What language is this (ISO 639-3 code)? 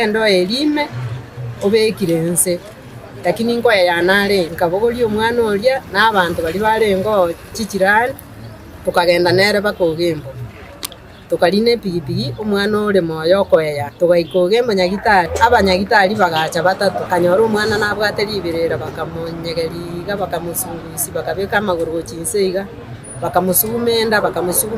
guz